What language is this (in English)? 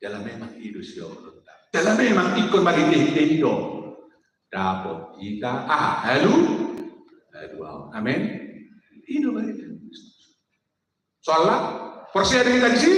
Batak Toba